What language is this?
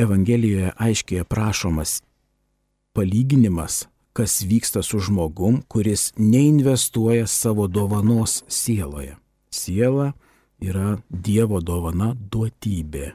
Lithuanian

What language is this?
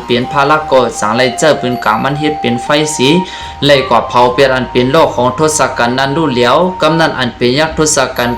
Shan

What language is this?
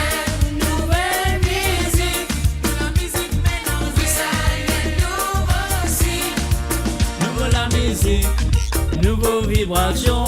Morisyen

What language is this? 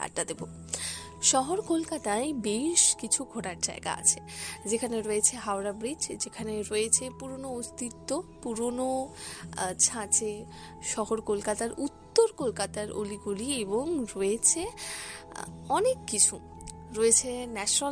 Bangla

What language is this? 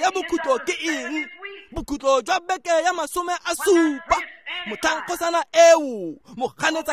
Tswana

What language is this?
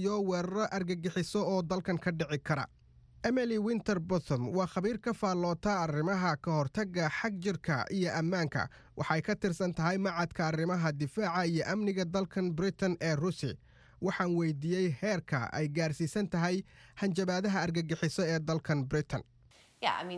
Somali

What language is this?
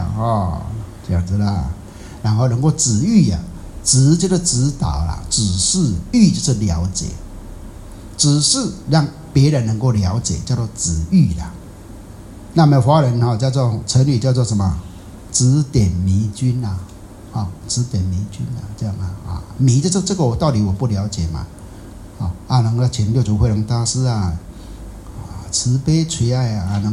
Chinese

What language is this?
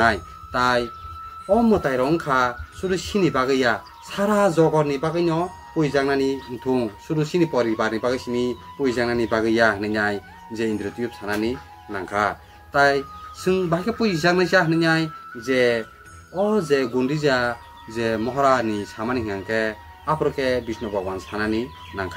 Kok Borok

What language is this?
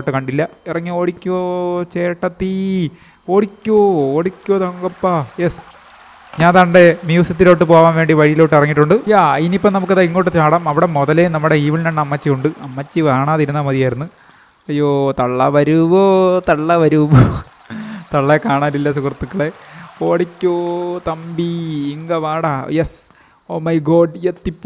Malayalam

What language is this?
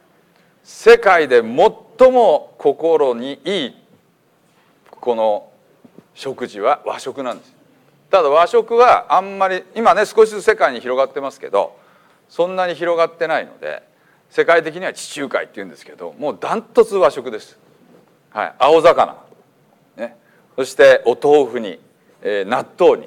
Japanese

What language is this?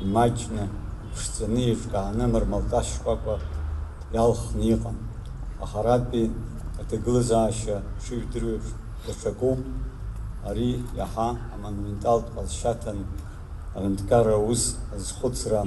Abkhazian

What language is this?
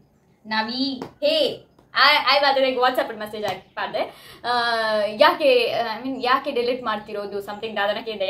Tulu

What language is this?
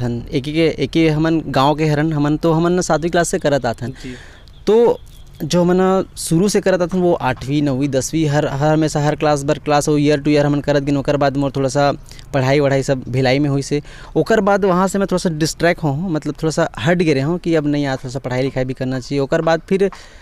Chhattisgarhi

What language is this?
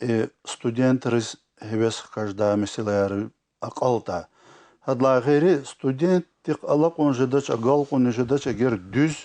Lezghian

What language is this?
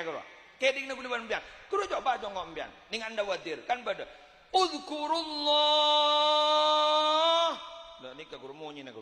Madurese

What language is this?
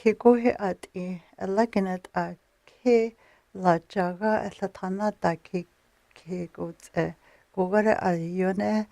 North Slavey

